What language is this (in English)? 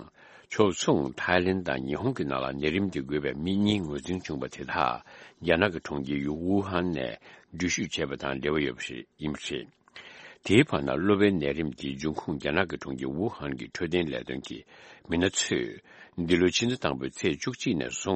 Tibetan